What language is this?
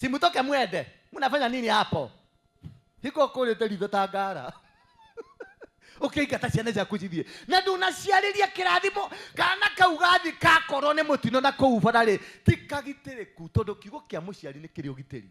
Kikuyu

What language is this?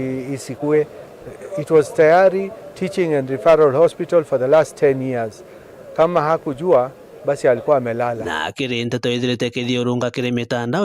Meru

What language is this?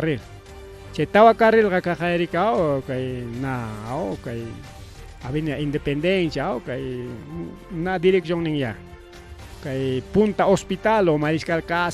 Ayacucho Quechua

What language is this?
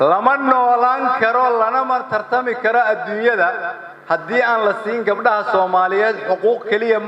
Somali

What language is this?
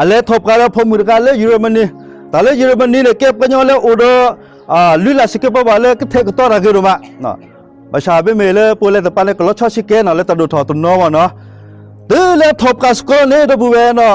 S'gaw Karen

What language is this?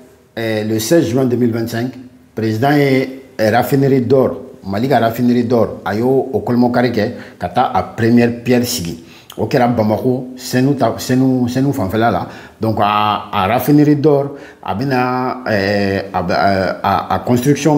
Bambara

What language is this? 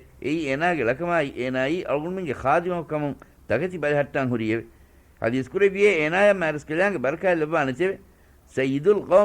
Divehi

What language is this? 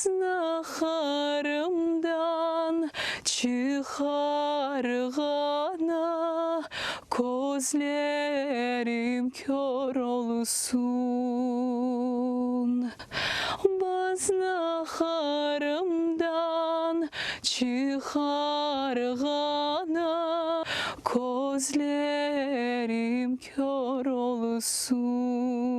Crimean Tatar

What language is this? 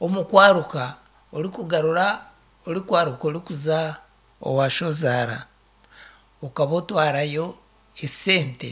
Nyankole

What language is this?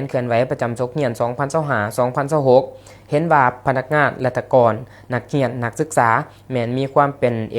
Lao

